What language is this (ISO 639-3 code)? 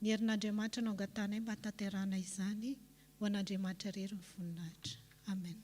mlg